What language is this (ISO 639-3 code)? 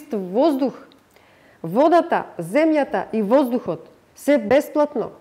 mkd